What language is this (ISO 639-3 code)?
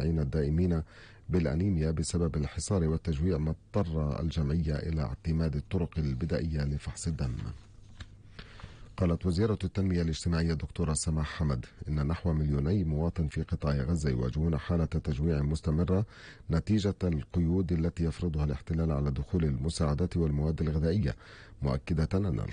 ara